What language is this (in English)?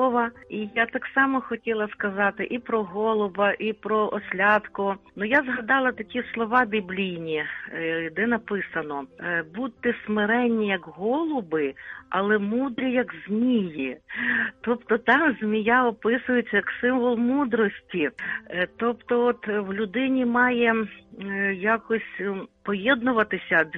Ukrainian